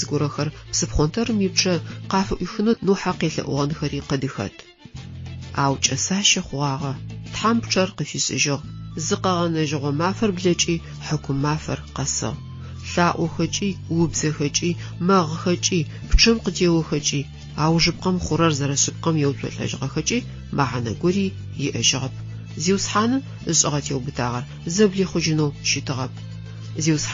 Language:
Adyghe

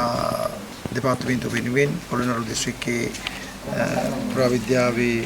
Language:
Sinhala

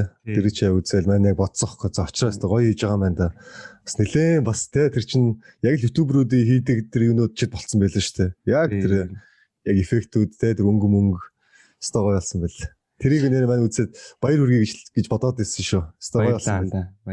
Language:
Mongolian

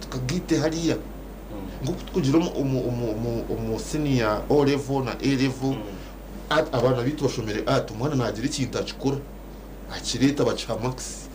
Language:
Nyankole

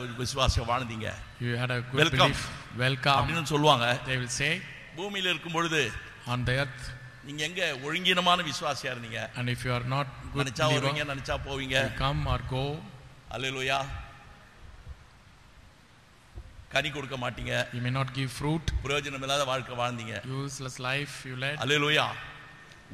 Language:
Tamil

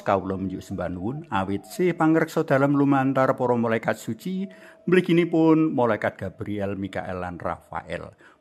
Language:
Javanese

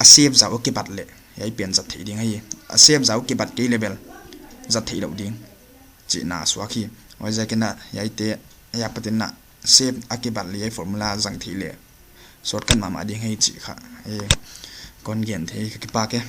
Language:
Paite Chin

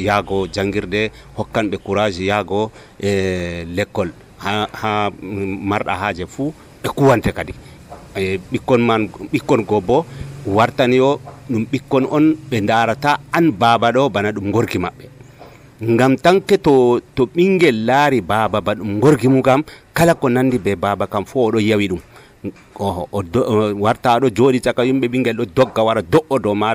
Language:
Nigerian Fulfulde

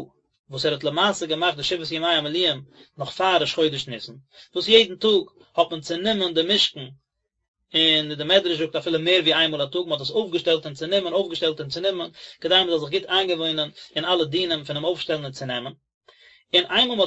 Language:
Yiddish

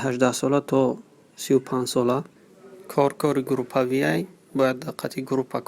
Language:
Tajik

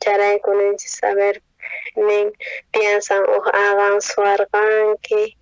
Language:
South Bolivian Quechua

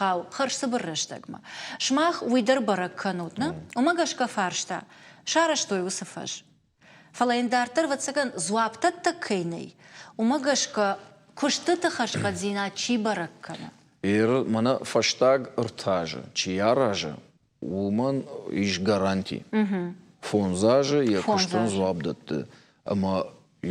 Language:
Ossetic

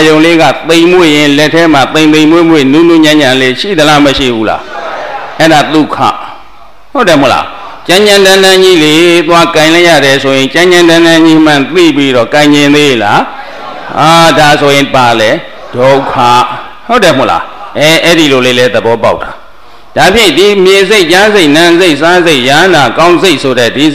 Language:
Burmese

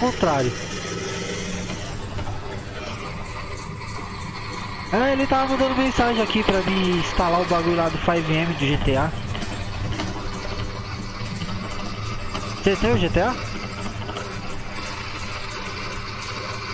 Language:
Portuguese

